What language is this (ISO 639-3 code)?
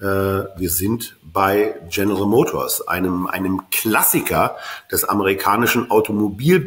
deu